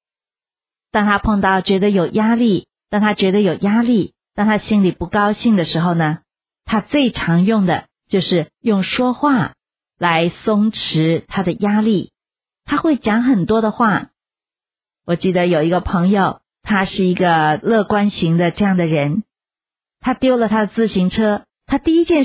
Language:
Chinese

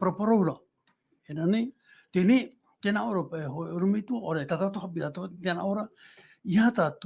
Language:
Tahitian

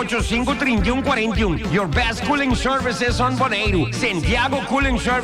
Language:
Papiamento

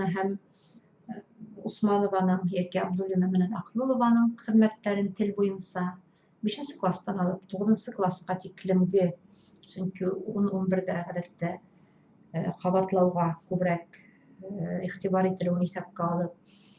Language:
Bashkir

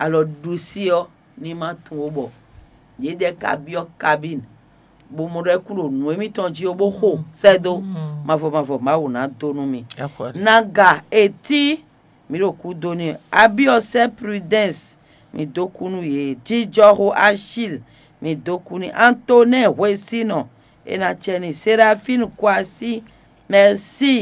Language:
Fon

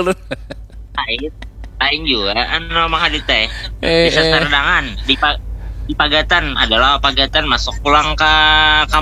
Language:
Banjar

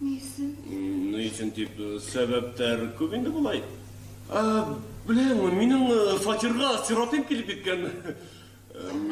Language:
Bashkir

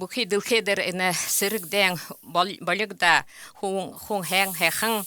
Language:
Buriat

